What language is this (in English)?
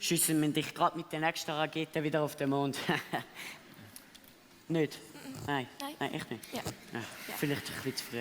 Swiss German